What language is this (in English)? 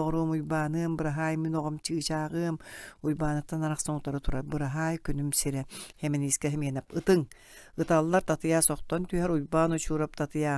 Yakut